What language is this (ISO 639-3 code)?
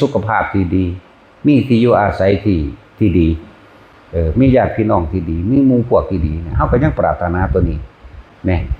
tts